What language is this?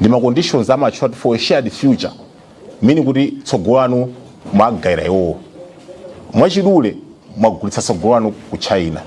Nyanja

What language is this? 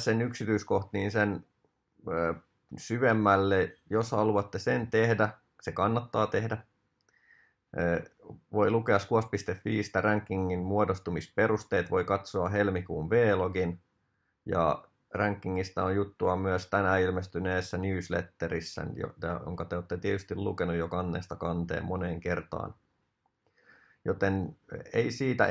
Finnish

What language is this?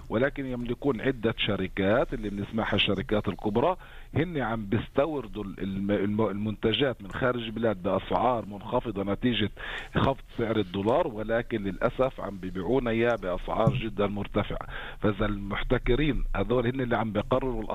North Levantine Arabic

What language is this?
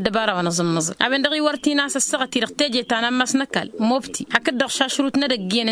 Tamasheq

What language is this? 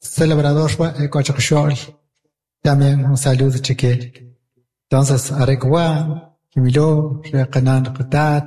Kʼicheʼ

